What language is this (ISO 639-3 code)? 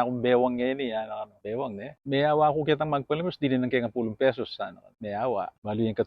pam